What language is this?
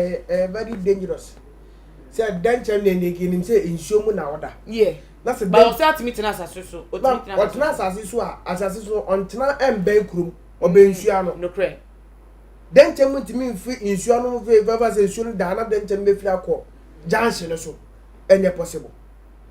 Akan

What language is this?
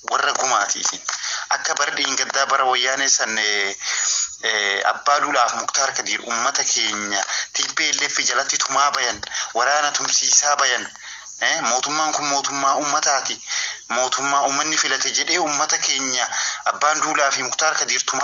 Oromo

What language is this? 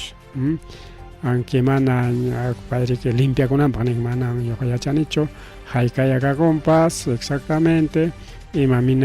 Ayacucho Quechua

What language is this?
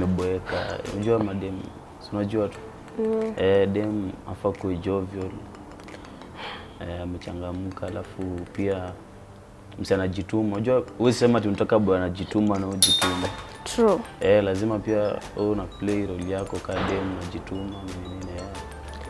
Swahili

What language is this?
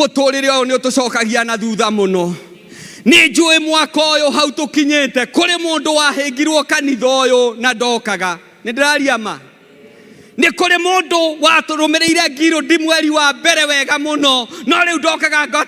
Kikuyu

